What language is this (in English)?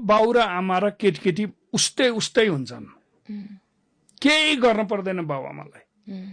Nepali